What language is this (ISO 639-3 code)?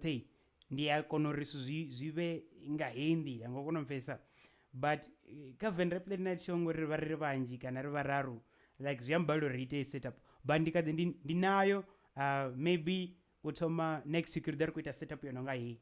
ven